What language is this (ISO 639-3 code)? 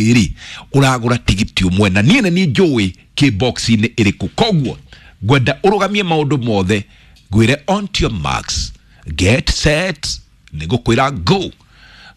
kik